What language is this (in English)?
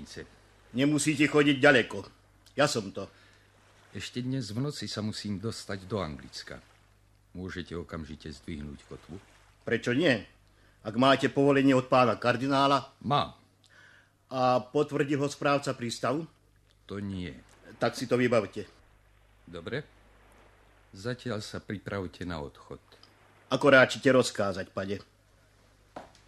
Slovak